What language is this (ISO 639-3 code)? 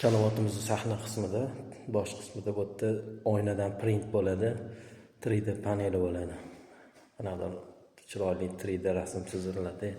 uzb